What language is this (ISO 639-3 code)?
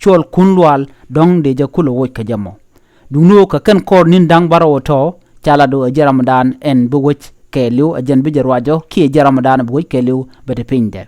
nus